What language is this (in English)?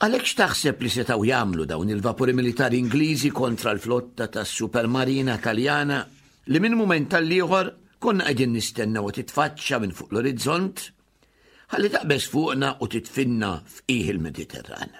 Maltese